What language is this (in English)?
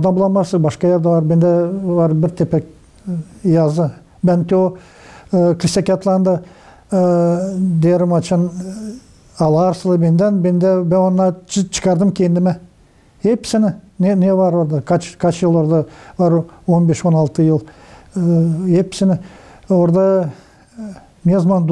Gagauz